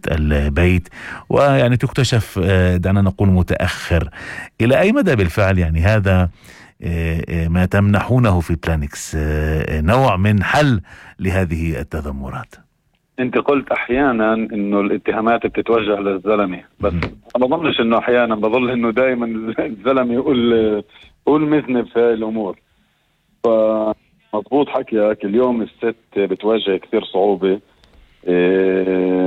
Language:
North Levantine Arabic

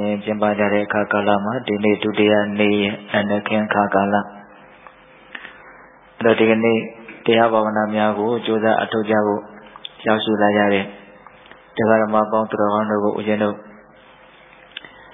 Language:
Burmese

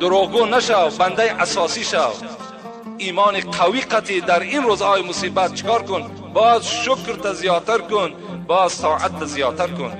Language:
Tajik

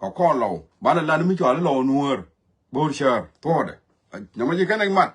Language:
Nuer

